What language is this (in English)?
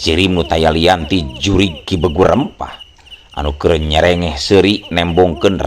Sundanese